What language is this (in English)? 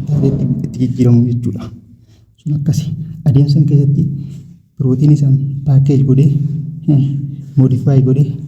Oromo